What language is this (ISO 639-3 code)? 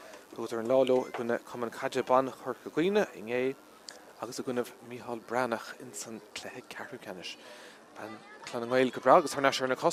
gle